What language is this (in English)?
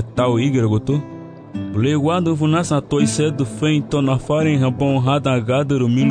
Garifuna